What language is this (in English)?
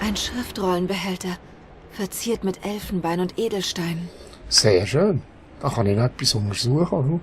Swiss German